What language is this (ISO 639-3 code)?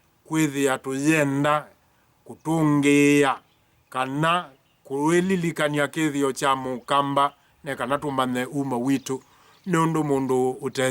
kam